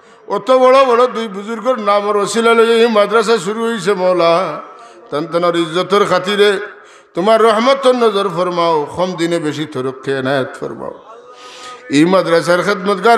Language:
Sylheti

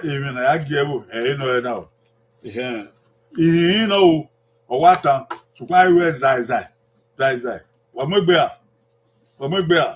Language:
Bini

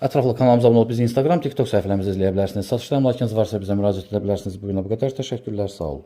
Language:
Azerbaijani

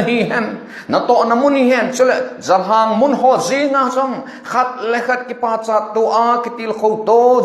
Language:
Thado Chin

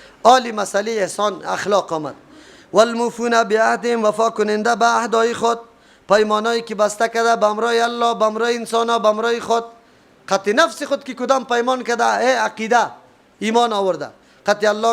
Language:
Persian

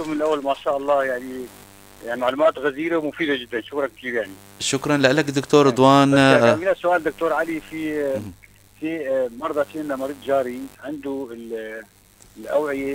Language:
North Levantine Arabic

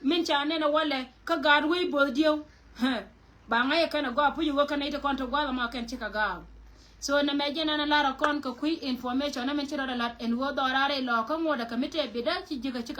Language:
Nuer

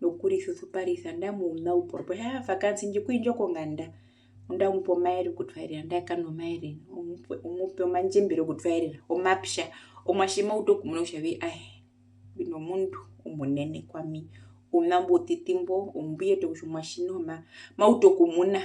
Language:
Herero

